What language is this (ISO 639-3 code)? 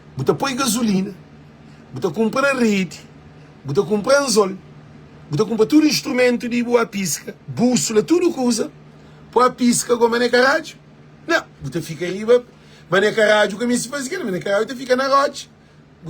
kea